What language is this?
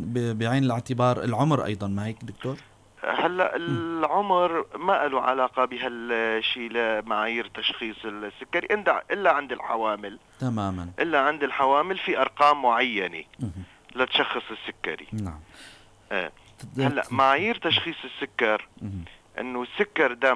North Levantine Arabic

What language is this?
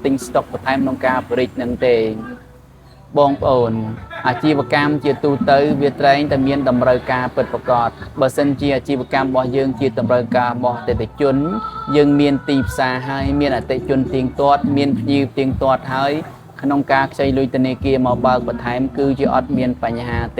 Khmer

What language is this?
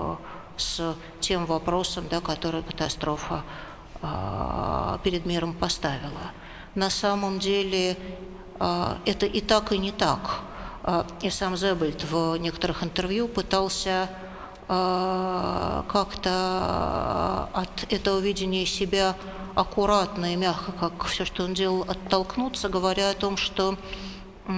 Russian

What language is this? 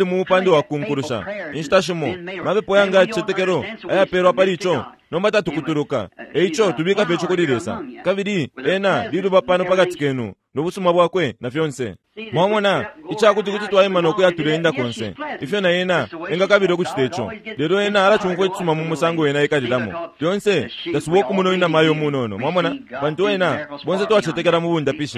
Bemba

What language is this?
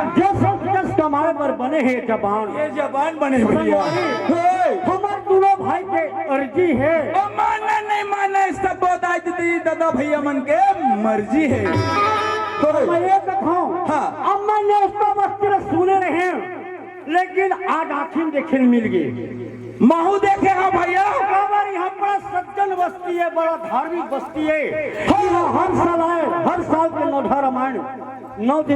Chhattisgarhi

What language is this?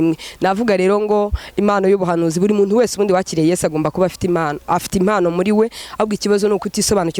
Kinyarwanda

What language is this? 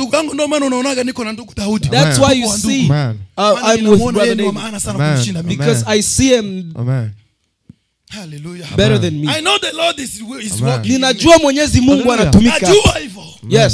Swahili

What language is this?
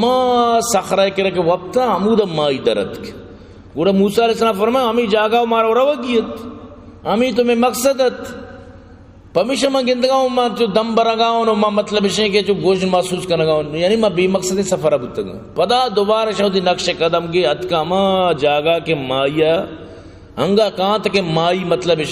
Baluchi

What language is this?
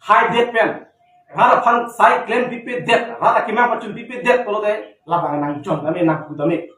Karbi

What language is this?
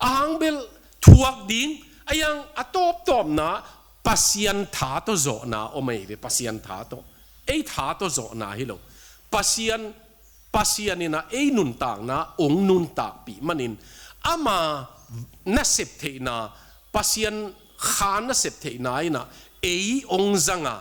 Tedim Chin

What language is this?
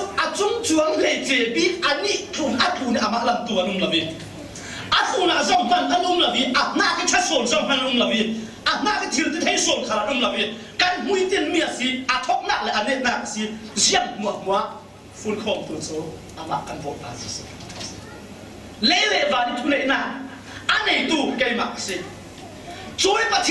Falam Chin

